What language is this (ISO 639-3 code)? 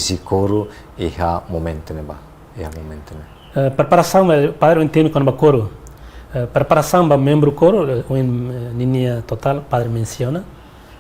tet